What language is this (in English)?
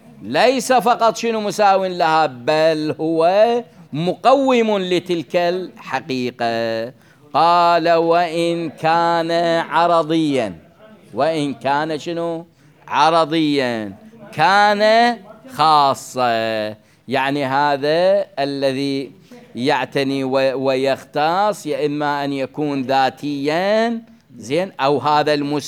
Mesopotamian Arabic